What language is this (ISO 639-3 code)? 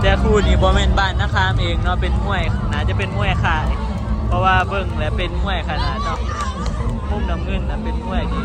tts